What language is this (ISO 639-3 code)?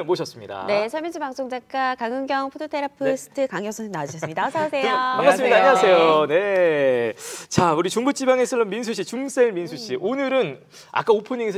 kor